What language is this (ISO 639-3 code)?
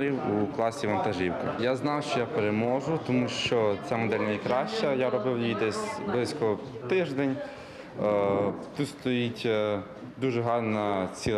ukr